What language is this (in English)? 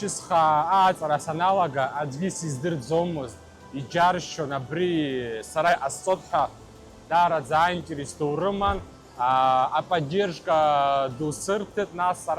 Abkhazian